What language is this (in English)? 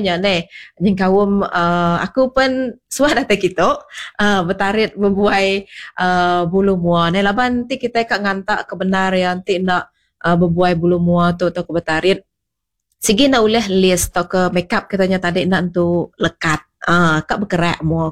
Iban